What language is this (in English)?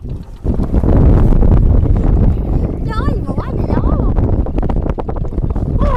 Vietnamese